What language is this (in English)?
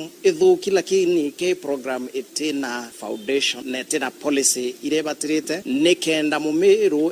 Meru